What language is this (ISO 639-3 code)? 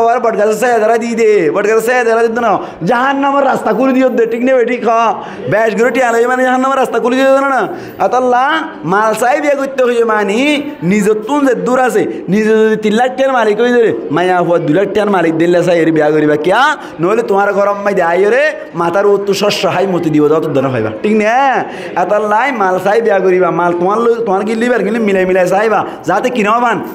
rhg